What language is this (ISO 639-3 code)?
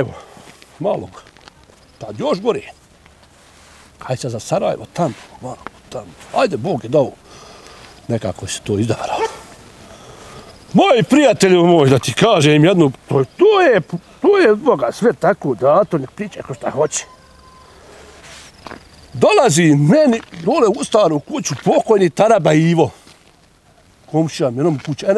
bos